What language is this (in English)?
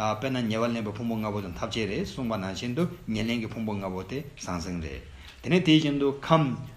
Tibetan